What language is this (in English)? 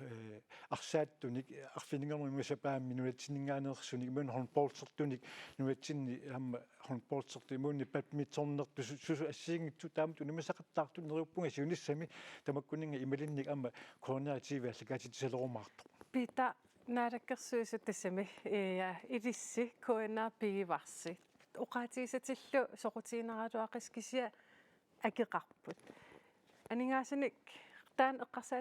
Kalaallisut